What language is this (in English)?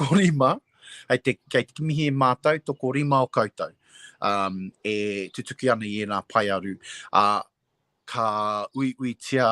Māori